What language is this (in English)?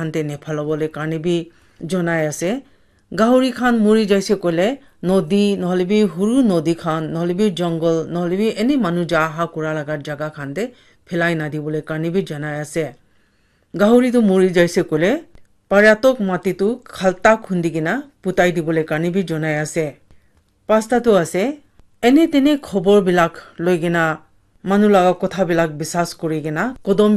Naga Pidgin